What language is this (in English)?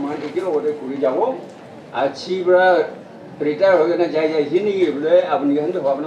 Naga Pidgin